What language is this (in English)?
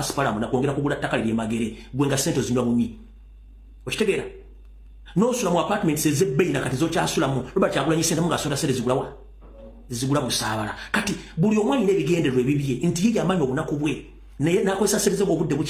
Ganda